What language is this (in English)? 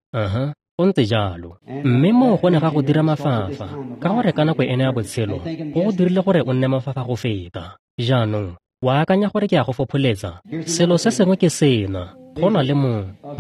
Tswana